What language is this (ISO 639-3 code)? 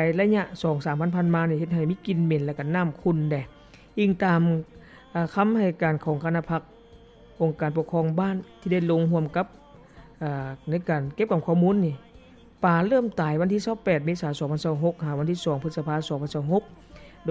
lao